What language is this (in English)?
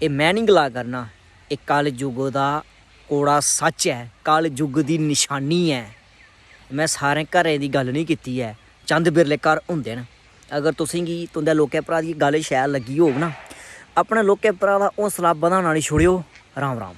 Dogri